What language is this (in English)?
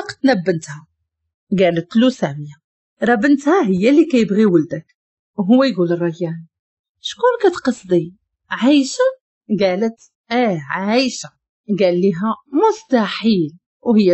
Moroccan Arabic